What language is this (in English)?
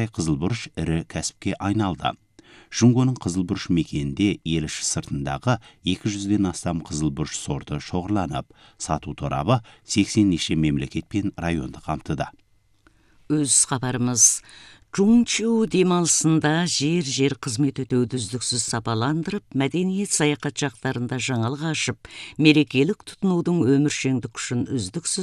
Kazakh